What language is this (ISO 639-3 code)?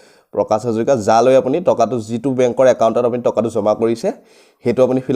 asm